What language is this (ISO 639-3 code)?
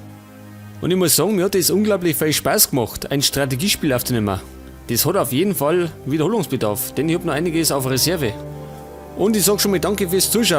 bar